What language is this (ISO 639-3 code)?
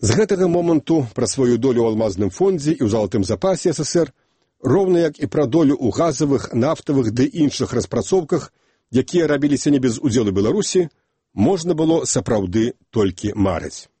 bel